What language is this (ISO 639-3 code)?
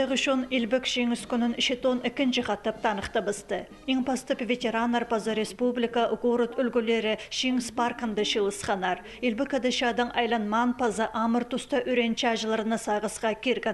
kjh